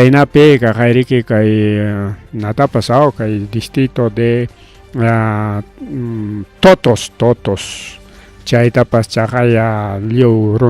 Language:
Ayacucho Quechua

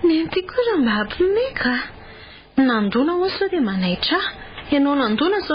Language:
Malagasy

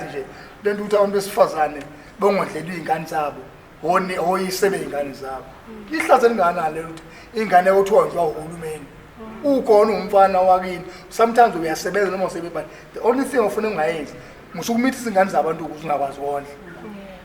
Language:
Zulu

